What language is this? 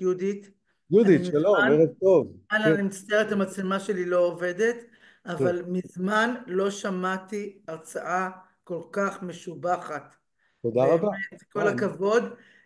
Hebrew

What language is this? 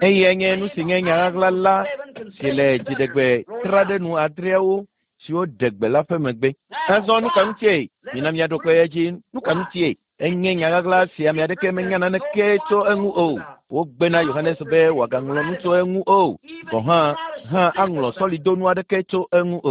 Ewe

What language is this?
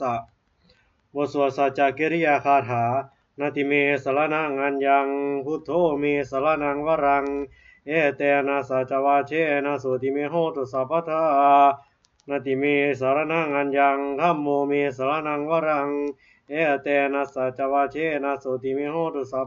Pali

